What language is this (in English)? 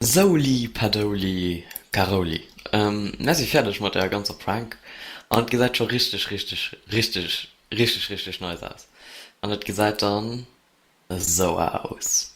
Luxembourgish